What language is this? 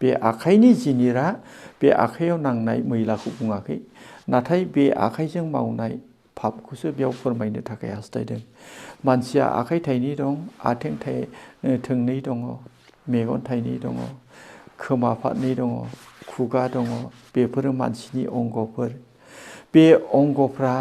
Bodo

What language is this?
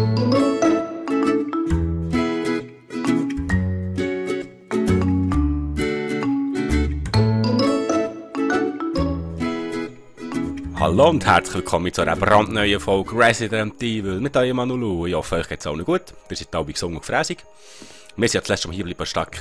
Swiss German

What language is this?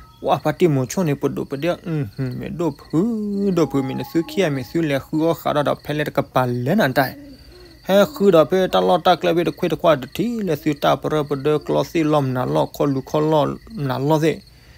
S'gaw Karen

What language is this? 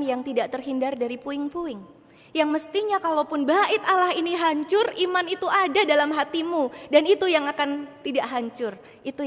Indonesian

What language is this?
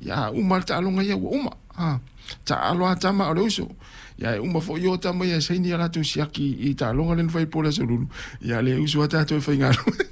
Samoan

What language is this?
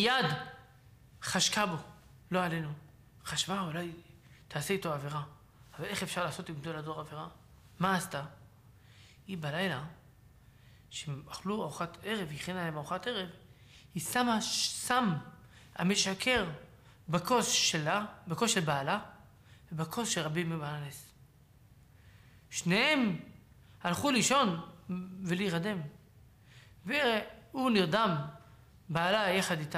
Hebrew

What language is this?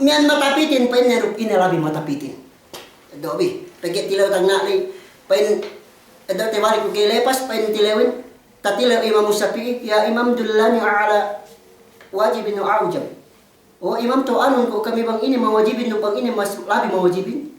Yakan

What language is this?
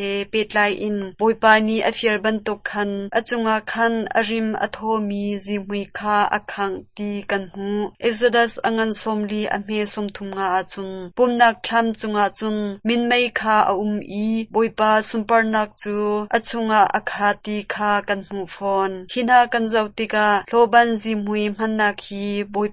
Hakha Chin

